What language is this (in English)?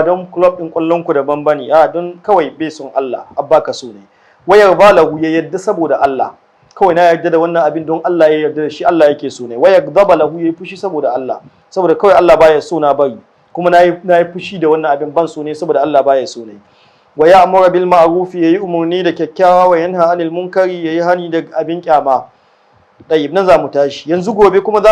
Hausa